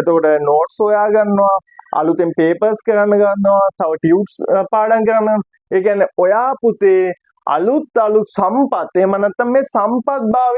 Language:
Sinhala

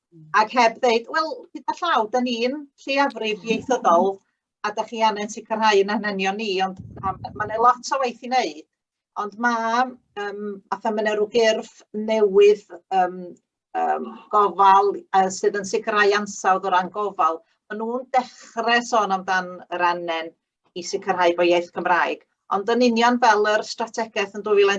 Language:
Welsh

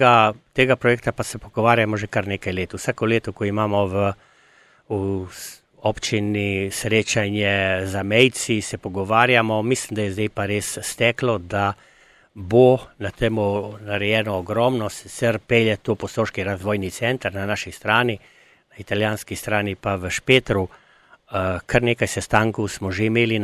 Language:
Slovenian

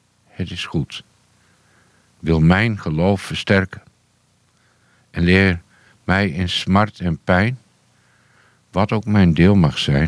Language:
Dutch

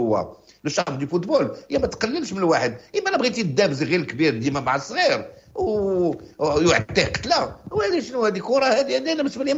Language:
Moroccan Arabic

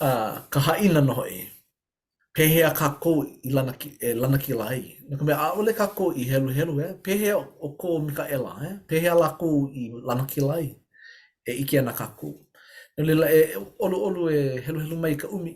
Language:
Hawaiian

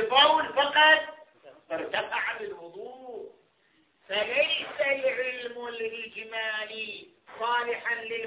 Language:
Arabic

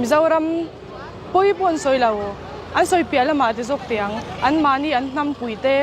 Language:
Mizo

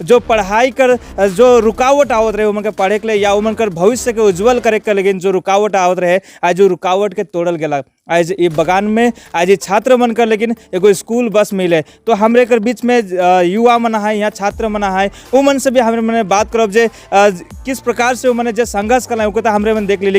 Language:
Sadri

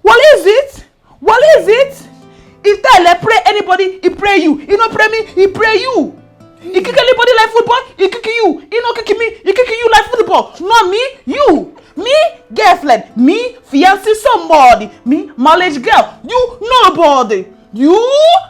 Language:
Nigerian Pidgin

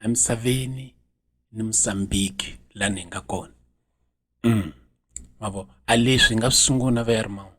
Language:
Tsonga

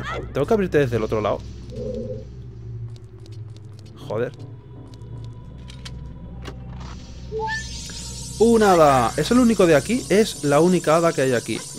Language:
Spanish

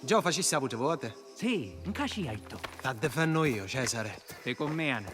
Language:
Sicilian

